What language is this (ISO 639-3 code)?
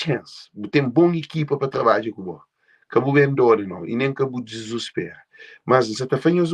kea